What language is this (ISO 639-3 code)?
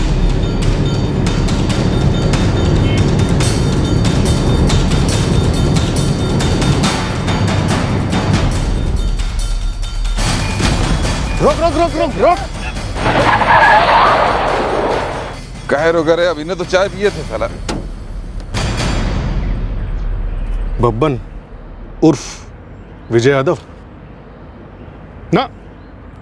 hin